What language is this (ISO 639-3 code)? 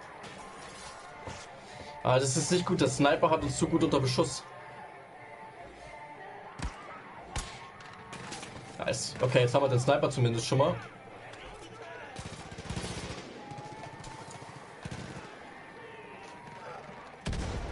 deu